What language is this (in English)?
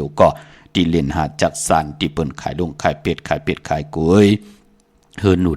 Shan